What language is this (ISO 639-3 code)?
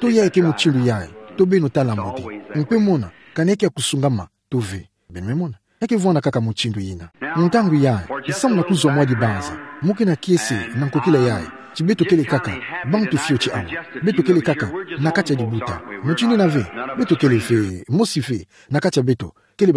ktu